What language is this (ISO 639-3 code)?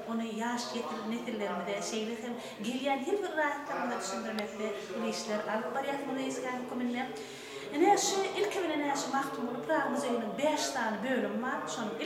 tuk